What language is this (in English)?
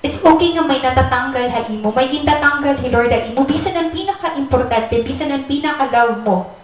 Waray